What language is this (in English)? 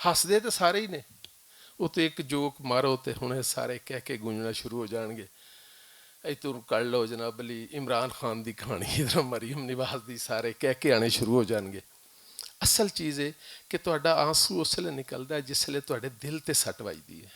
Western Panjabi